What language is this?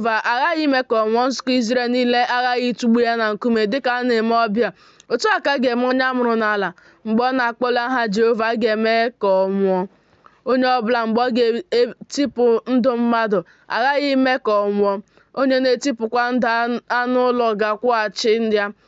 Igbo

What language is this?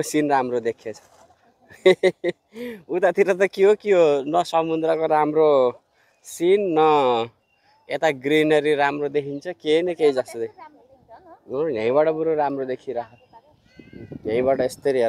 Nepali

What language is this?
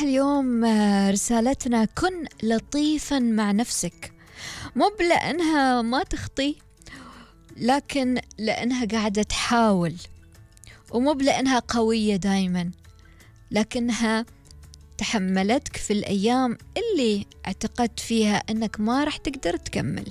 Gulf Arabic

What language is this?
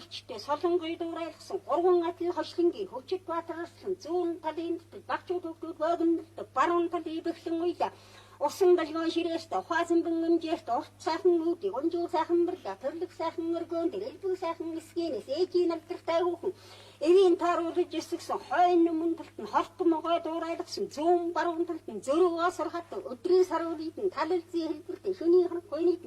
Mongolian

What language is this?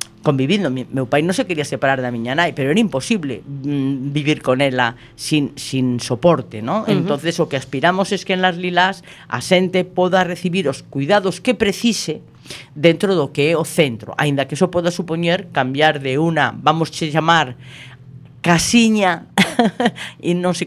Galician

